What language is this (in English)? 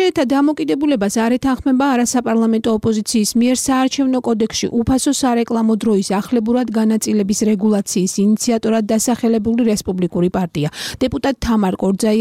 Georgian